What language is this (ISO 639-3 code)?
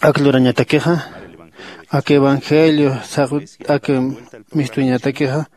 aym